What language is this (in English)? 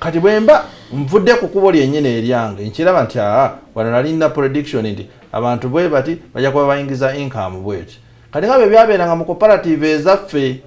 Ganda